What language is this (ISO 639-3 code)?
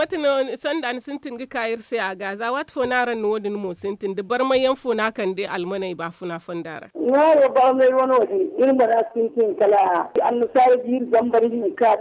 dje